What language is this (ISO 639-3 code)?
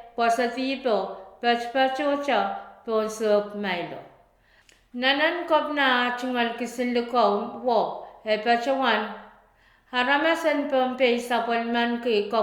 pon